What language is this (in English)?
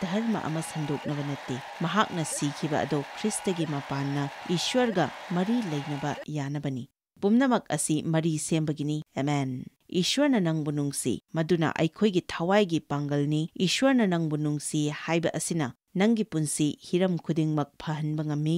Manipuri